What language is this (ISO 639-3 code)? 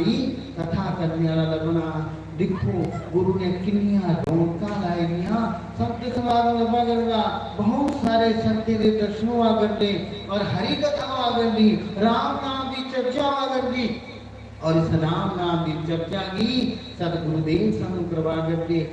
doi